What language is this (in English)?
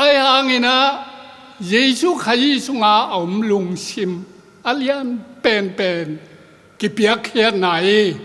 Tedim Chin